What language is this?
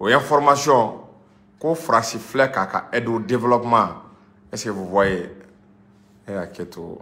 Bambara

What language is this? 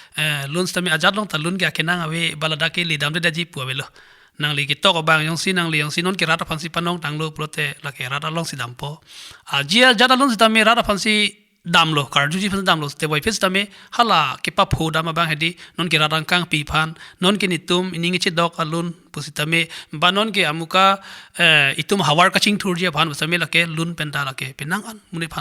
Karbi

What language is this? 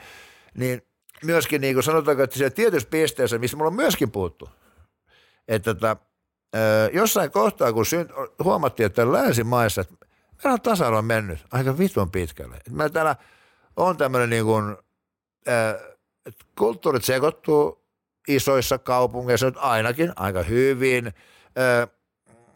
Finnish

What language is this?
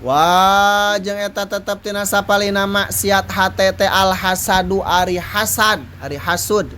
Sundanese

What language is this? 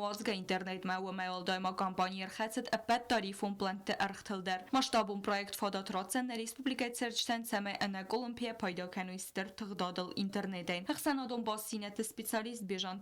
Ossetic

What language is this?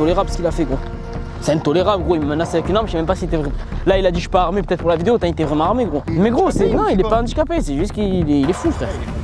French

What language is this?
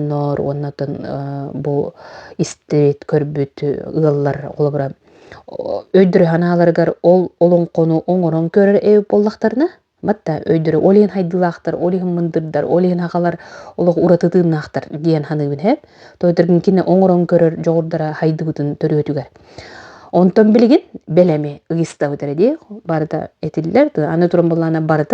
Yakut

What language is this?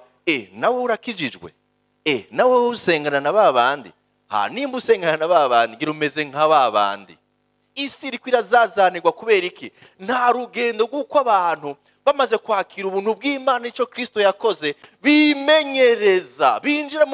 Rundi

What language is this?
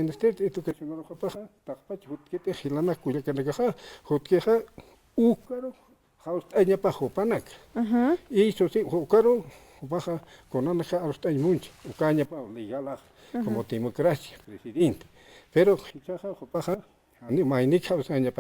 Aymara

